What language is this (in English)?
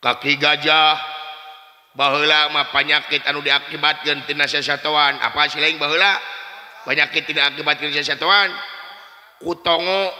Sundanese